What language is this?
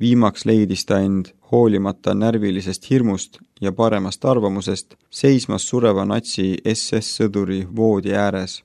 Estonian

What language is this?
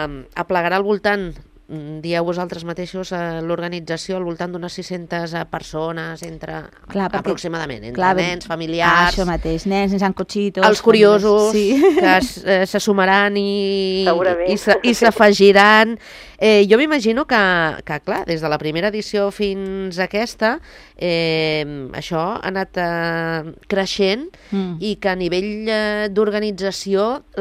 Catalan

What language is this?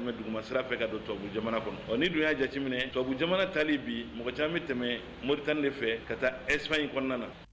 Bambara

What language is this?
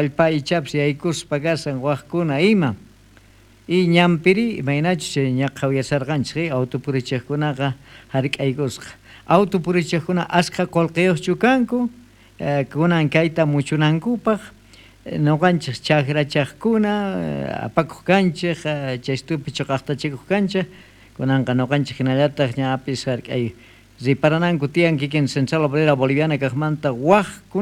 South Bolivian Quechua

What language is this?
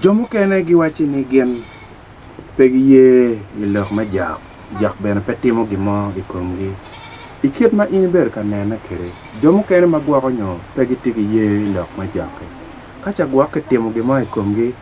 Acoli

